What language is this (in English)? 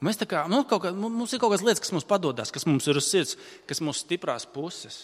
Latvian